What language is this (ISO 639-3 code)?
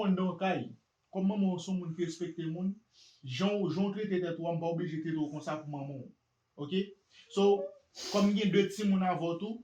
hat